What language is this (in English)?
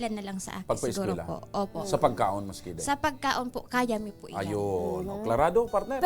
Bikol